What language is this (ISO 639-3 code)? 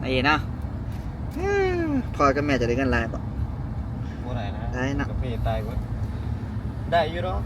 lao